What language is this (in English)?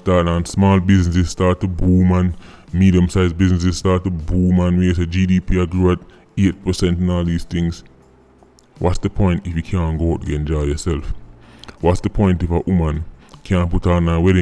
Jamaican Creole English